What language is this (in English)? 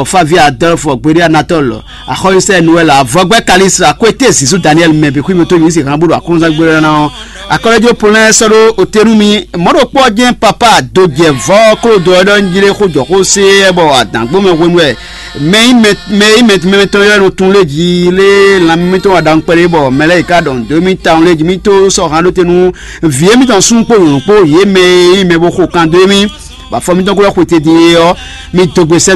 Fon